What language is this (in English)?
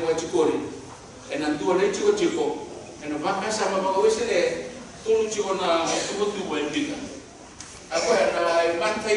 Fijian